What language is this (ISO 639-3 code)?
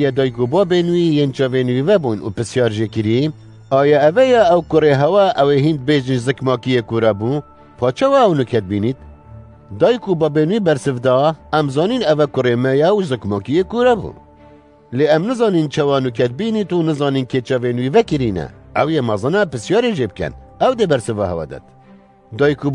kur